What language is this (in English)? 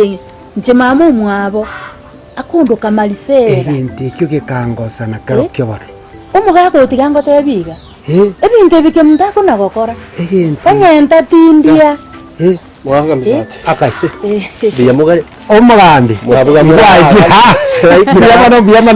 Gusii